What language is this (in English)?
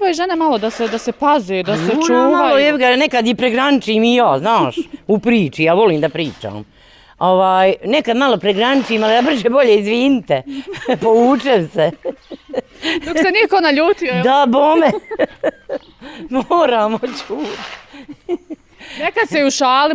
Bosnian